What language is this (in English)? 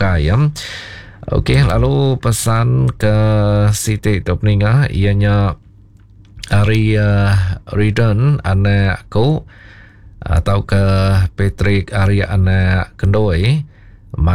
Iban